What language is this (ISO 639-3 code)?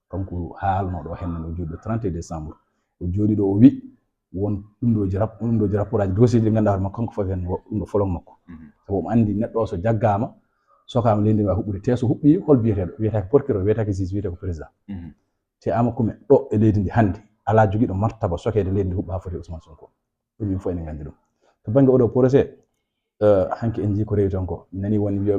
ful